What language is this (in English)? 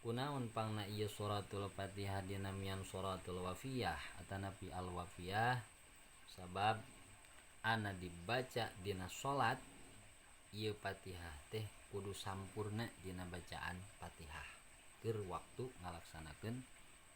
Sundanese